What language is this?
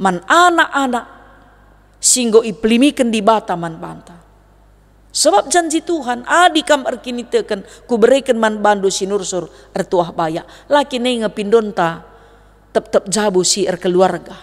Batak Karo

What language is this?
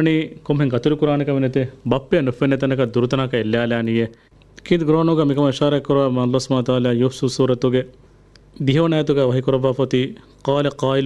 Divehi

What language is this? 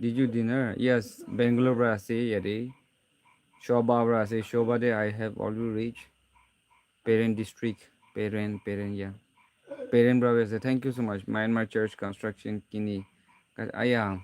Naga Pidgin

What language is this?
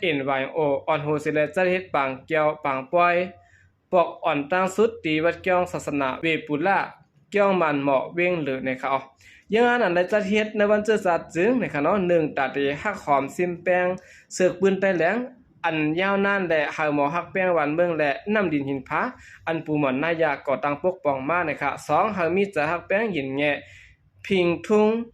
Shan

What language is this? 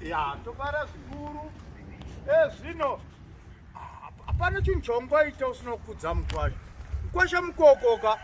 Shona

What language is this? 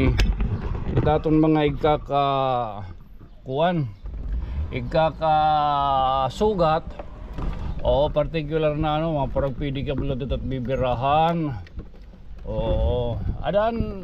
Waray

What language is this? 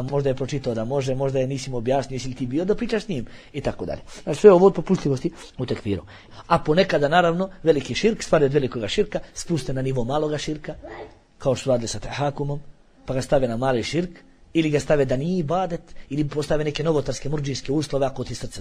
Bosnian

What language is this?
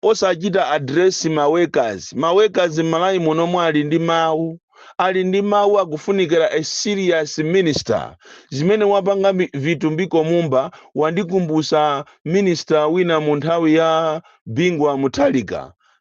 Nyanja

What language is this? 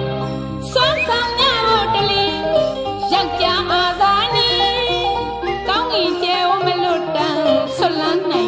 Burmese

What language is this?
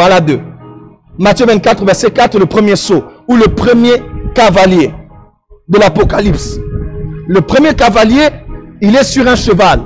French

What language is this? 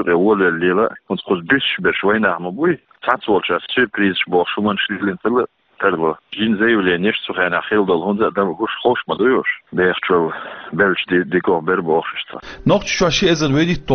Chechen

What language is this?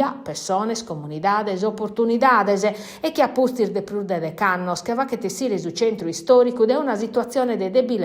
Sardinian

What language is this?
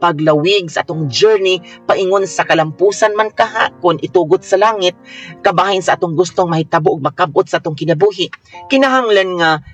Cebuano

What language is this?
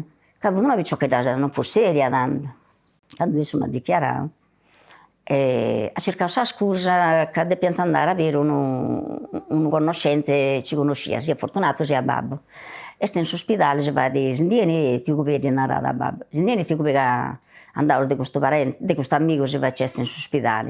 Sardinian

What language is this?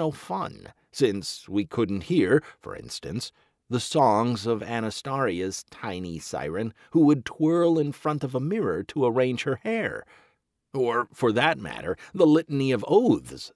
English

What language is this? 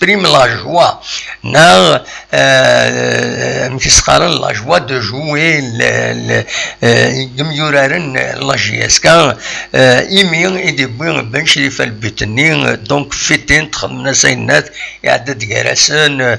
Kabyle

